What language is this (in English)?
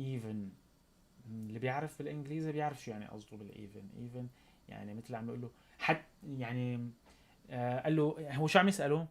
North Levantine Arabic